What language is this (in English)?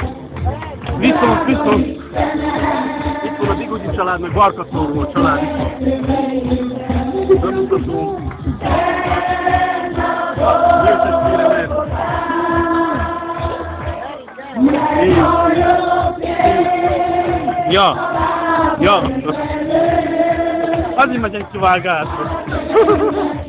Hungarian